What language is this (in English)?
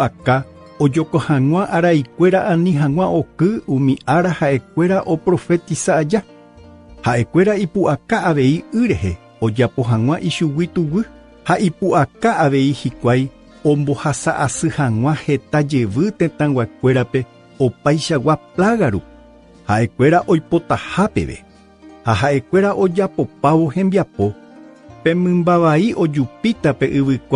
Guarani